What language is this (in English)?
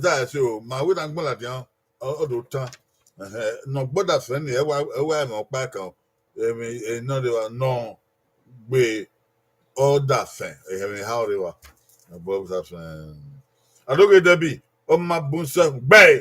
Bini